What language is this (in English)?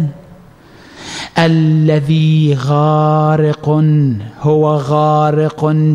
Arabic